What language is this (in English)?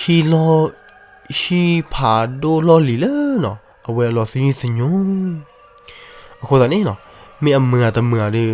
S'gaw Karen